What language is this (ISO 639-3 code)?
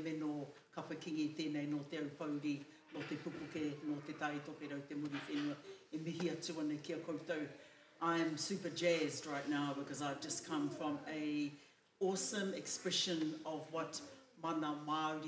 mri